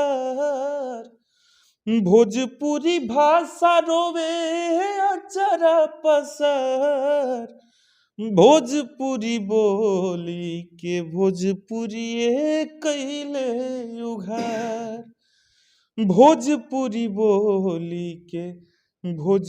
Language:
Bhojpuri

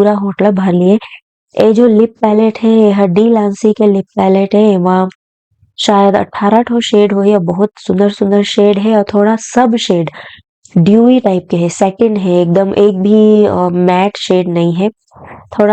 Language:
Chhattisgarhi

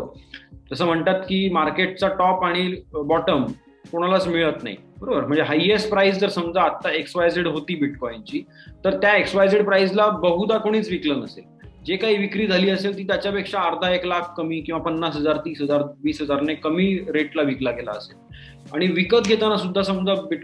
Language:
Marathi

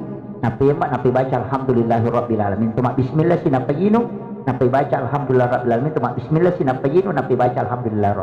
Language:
Buginese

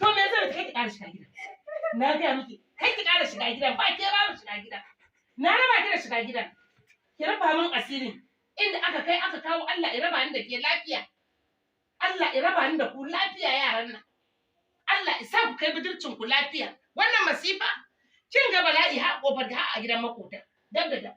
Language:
Hausa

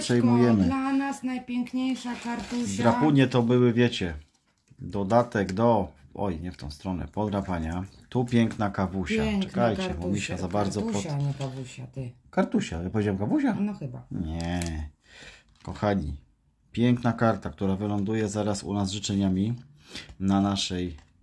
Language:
Polish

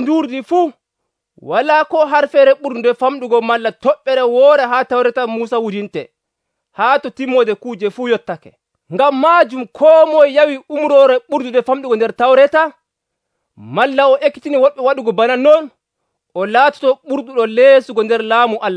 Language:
Nigerian Fulfulde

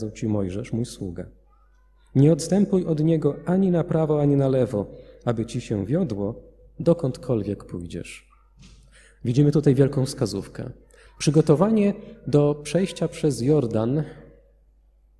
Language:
Polish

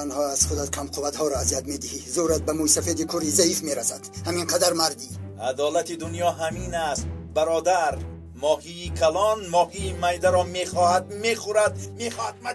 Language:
Tajik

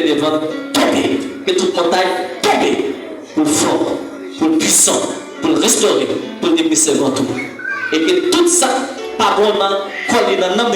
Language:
Haitian Creole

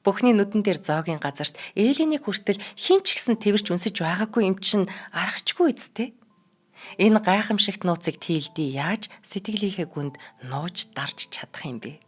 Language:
Mongolian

